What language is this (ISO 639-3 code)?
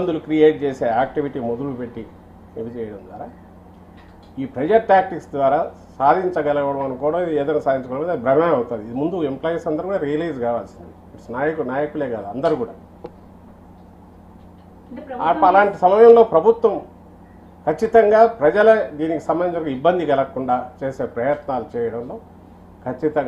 tel